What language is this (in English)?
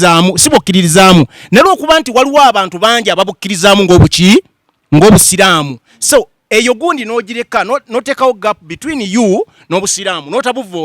Ganda